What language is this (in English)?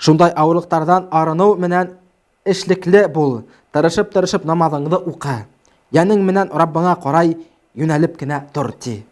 Bashkir